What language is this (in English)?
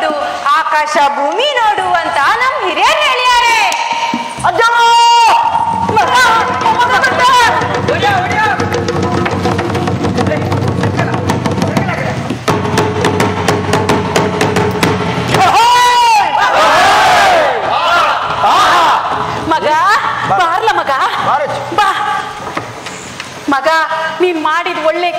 Kannada